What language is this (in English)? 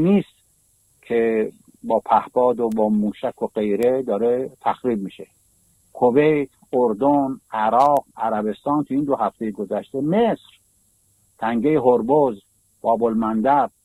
Persian